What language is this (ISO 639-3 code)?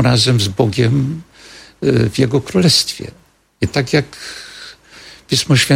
pol